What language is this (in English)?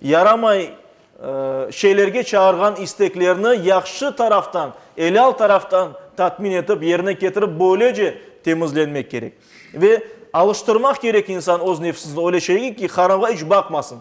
Crimean Tatar